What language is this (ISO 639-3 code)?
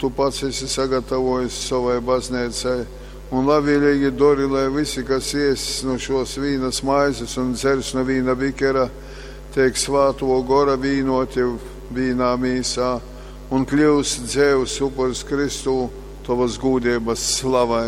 ltg